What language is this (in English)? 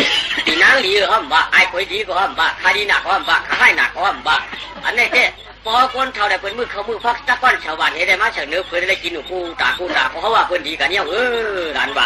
Shan